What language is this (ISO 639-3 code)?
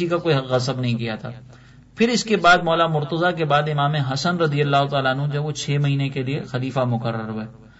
urd